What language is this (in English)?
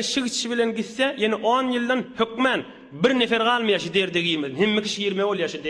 Turkmen